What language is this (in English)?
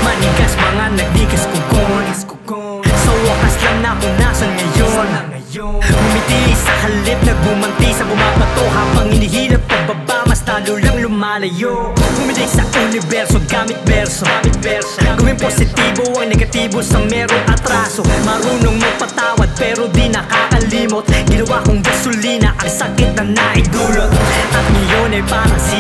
Filipino